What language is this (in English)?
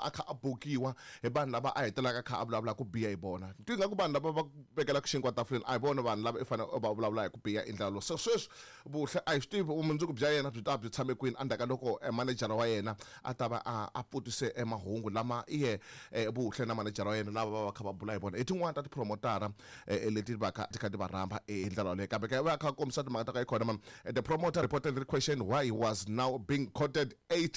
Tsonga